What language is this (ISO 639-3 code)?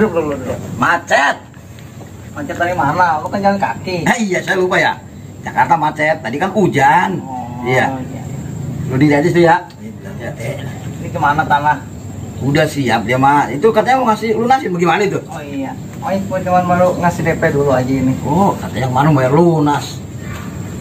bew